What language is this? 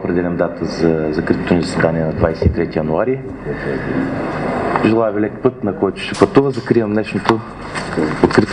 Bulgarian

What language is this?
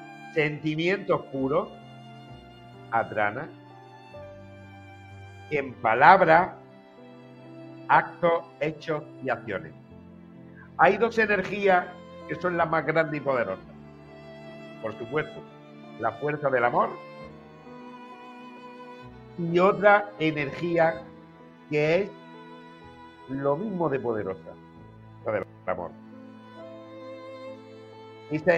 Spanish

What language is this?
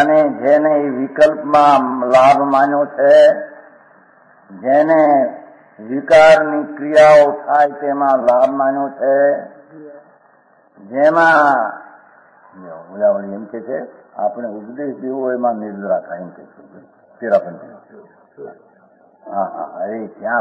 Gujarati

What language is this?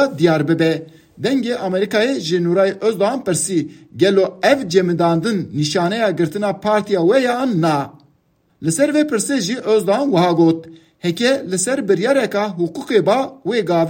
Kurdish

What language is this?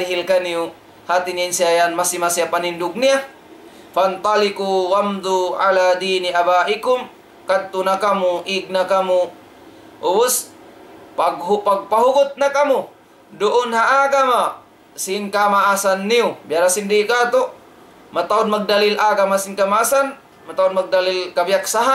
Tausug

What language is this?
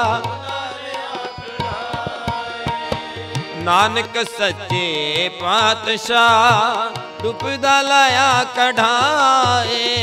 Punjabi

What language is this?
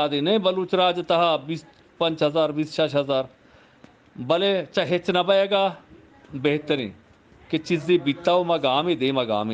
Eastern Balochi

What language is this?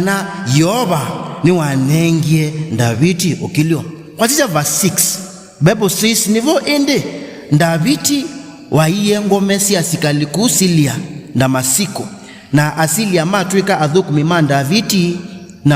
Kamba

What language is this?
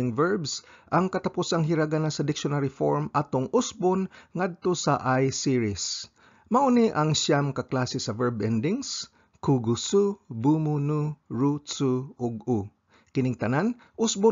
Cebuano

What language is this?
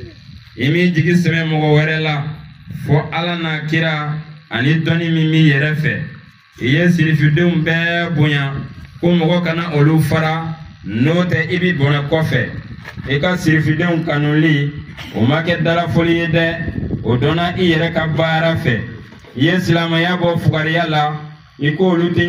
Bambara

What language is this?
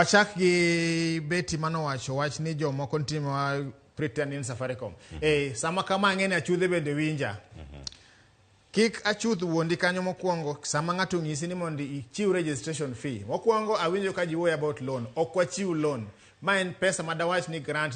Luo (Kenya and Tanzania)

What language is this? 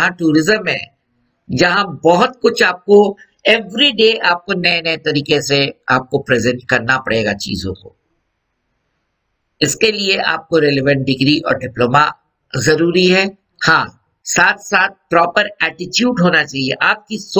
Hindi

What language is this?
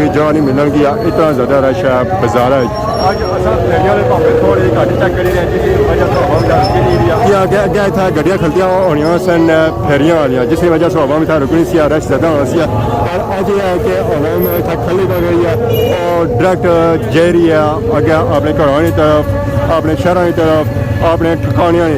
Pahari-Potwari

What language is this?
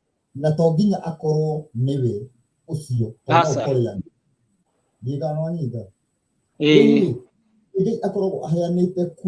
Kikuyu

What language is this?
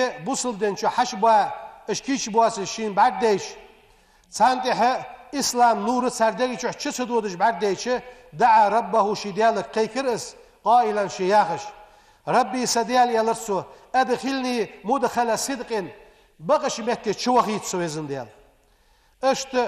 Ingush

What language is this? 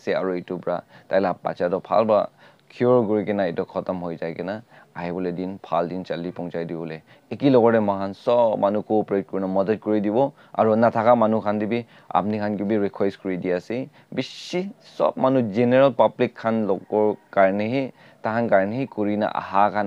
Naga Pidgin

